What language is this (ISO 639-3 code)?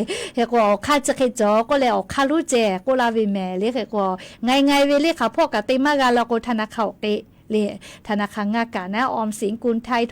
lhu